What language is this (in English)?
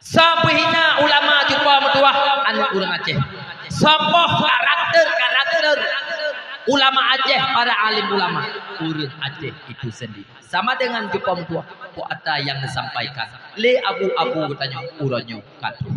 Achinese